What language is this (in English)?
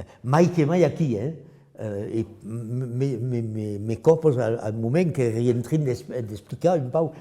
Occitan